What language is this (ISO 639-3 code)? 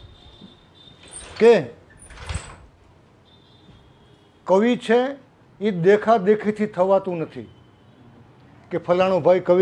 guj